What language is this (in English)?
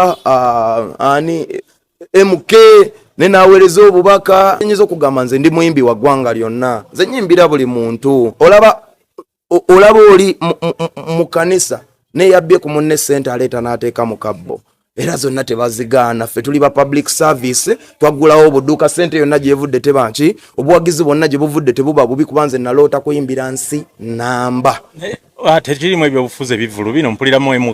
Ganda